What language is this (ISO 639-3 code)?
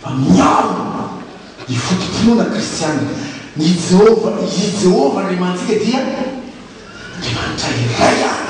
mlg